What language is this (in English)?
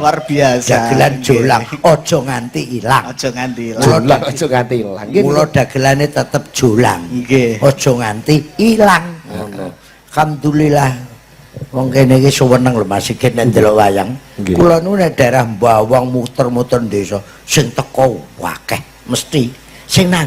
Javanese